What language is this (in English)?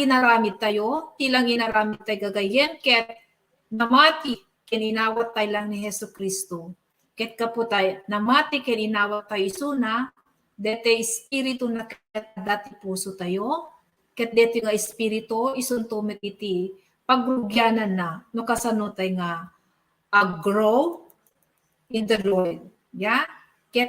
Iloko